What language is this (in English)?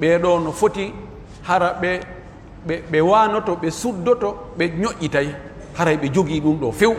Pular